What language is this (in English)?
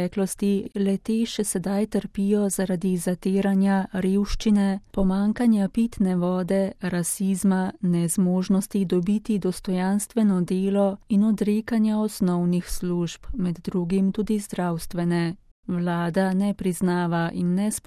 Slovenian